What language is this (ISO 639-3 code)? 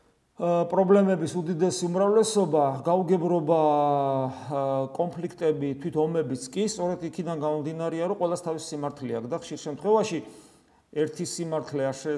kat